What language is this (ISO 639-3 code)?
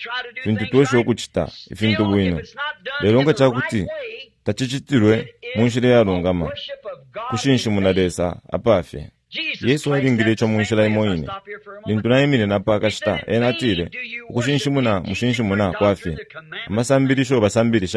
bem